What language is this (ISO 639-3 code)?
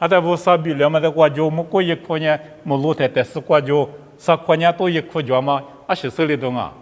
lis